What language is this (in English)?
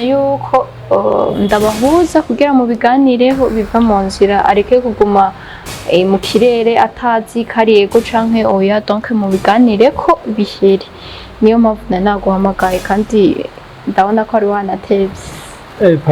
Rundi